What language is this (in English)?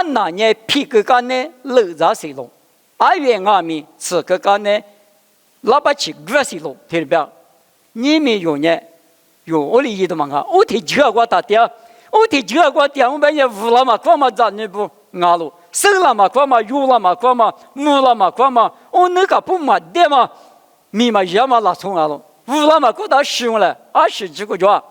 Lisu